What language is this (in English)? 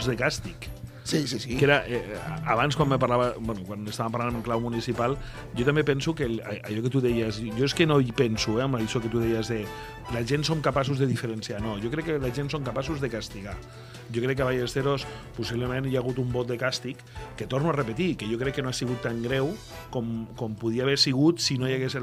Catalan